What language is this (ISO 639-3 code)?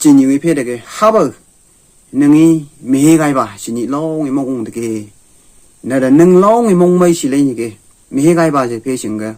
nph